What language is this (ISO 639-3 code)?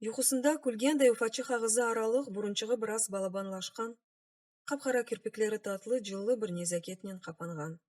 crh